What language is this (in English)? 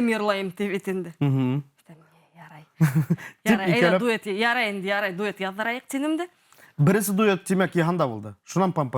Bashkir